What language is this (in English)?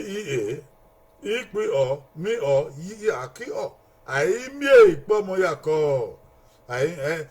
Bini